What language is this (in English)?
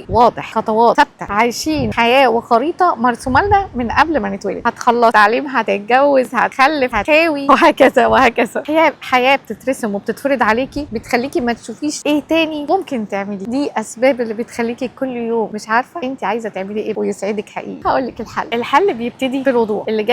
Egyptian Arabic